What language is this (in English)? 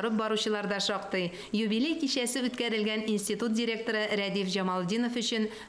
Tatar